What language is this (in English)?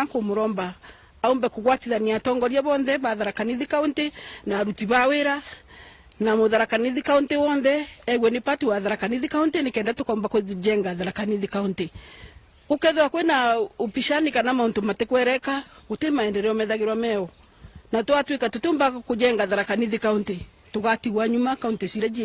Meru